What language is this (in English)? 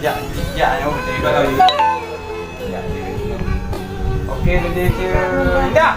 Achinese